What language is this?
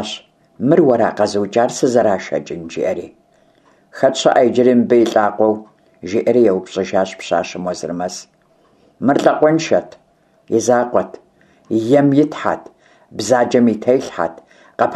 Kabardian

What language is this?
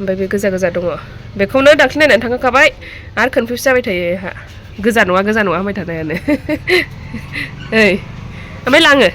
Bodo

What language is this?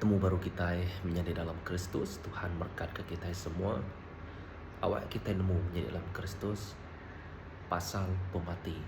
Iban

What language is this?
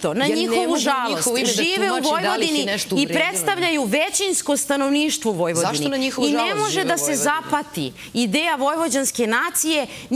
Serbian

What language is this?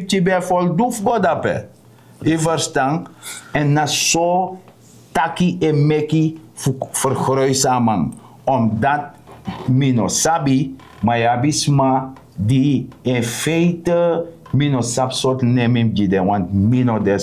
Sranan Tongo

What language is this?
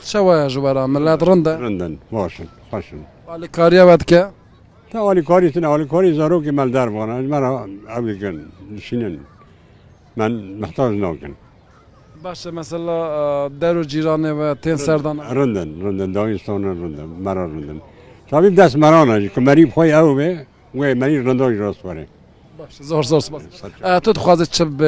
Kurdish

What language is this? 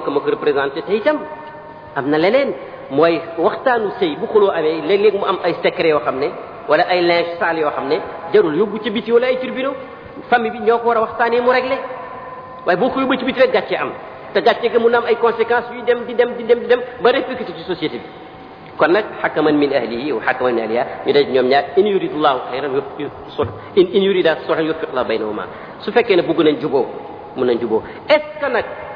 Wolof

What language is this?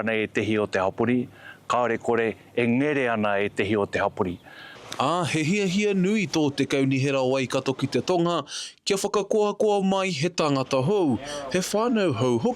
Māori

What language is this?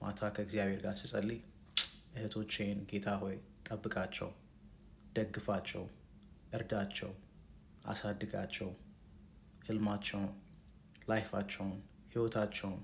Amharic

